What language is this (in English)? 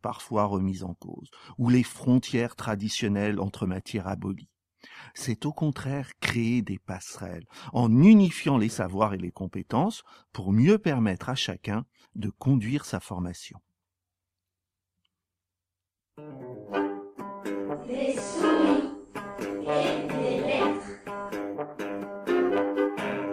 French